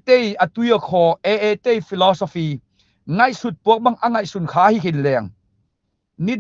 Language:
Tedim Chin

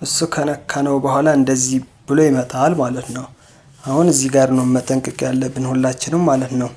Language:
Amharic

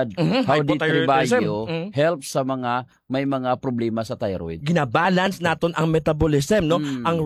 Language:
Hiligaynon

